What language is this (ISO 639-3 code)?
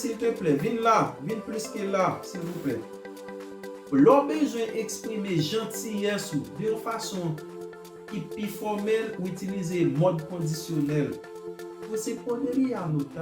hat